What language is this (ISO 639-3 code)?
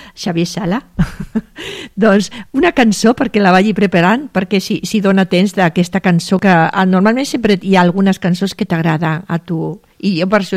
cat